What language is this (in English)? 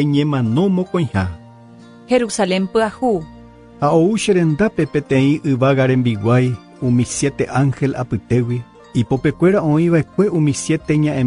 Guarani